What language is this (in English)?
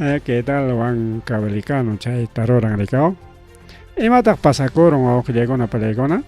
Ayacucho Quechua